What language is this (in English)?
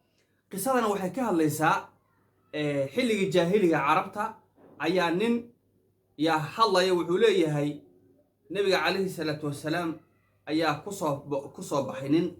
Somali